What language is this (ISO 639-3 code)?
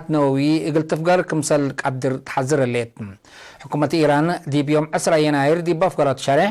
tig